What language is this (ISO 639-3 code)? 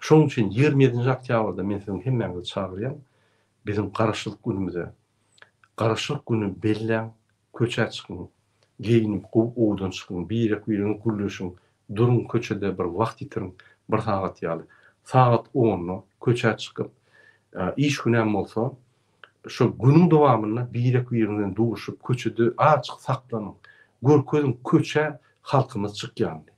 tuk